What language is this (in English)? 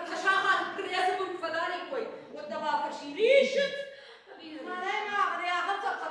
Ossetic